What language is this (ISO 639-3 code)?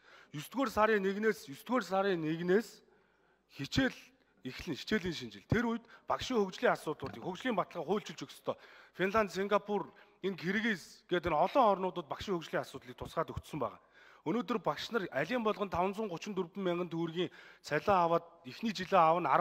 mon